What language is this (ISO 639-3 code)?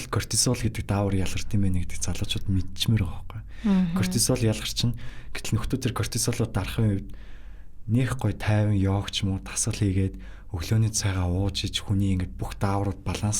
mon